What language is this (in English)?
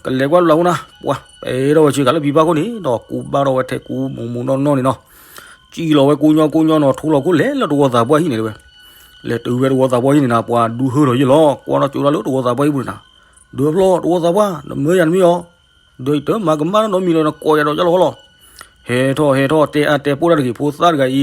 S'gaw Karen